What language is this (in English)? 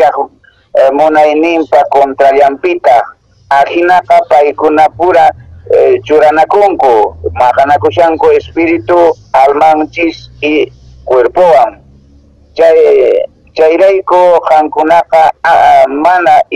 Quechua